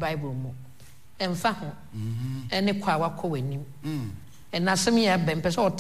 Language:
Akan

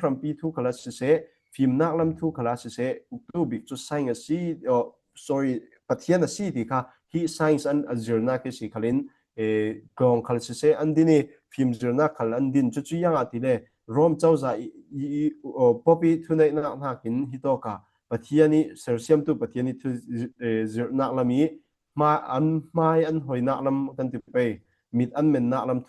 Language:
Falam Chin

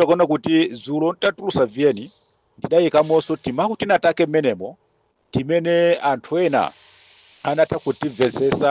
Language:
Nyanja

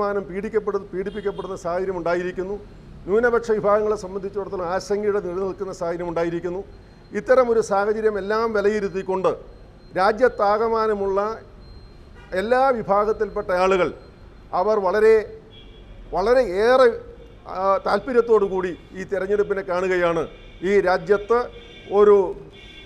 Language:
Malayalam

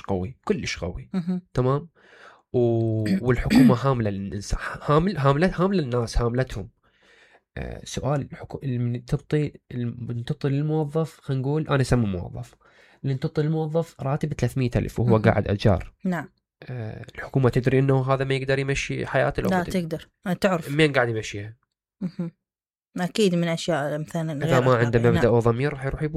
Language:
Mesopotamian Arabic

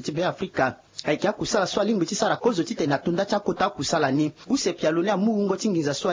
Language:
Sango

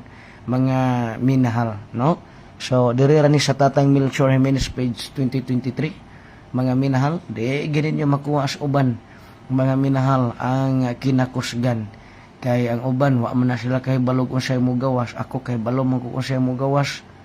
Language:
Cebuano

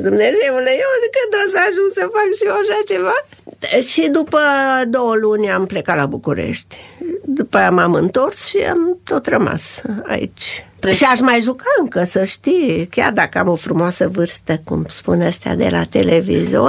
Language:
Romanian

